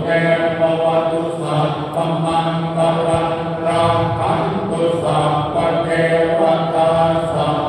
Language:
Pali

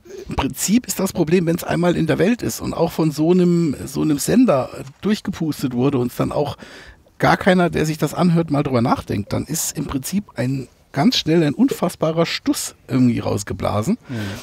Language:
German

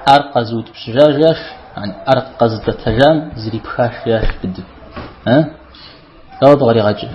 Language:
Kabardian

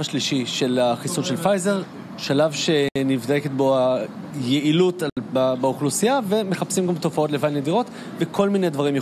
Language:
Hebrew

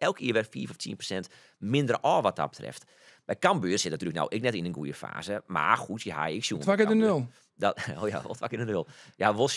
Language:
Western Frisian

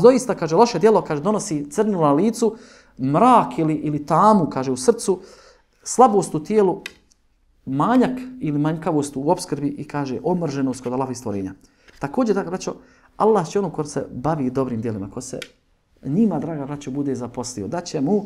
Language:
Bosnian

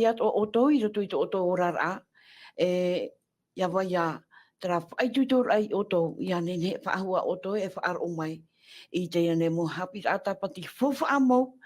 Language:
Tahitian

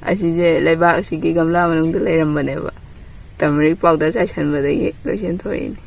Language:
Manipuri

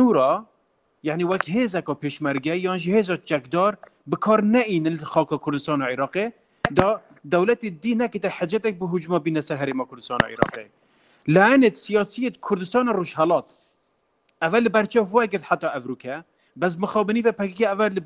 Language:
Kurdish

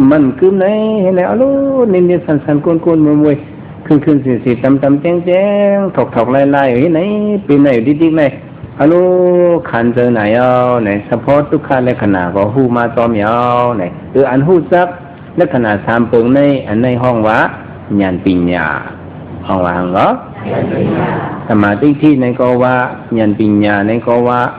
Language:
Shan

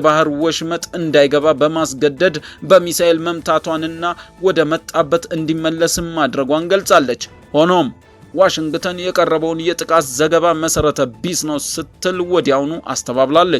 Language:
Amharic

